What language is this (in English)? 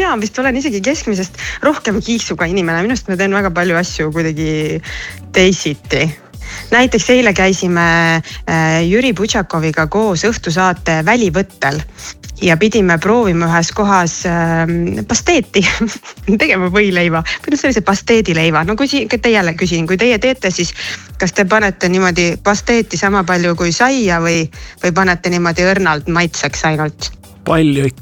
Estonian